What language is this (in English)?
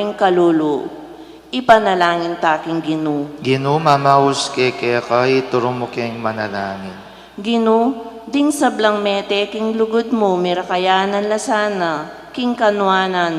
Pampanga